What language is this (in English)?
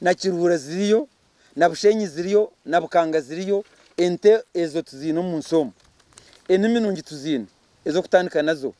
Nyankole